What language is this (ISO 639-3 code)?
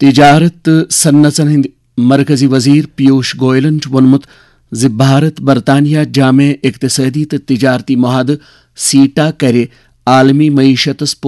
kas